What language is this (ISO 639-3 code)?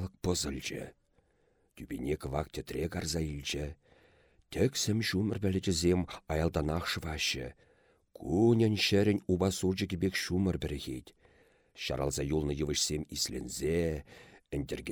chv